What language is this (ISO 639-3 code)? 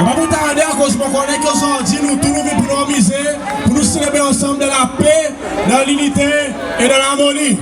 crs